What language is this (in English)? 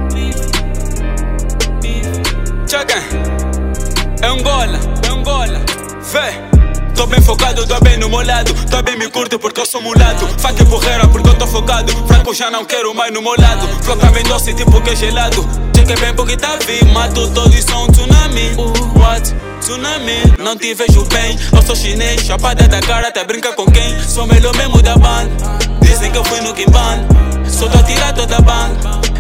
Portuguese